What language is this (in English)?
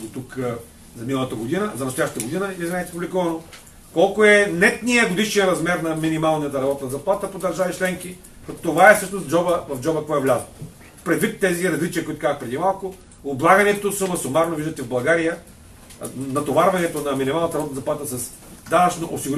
Bulgarian